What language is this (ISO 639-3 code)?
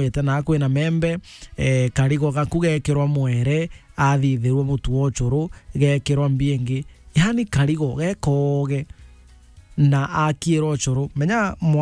mer